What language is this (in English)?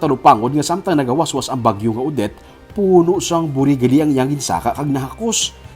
Hiligaynon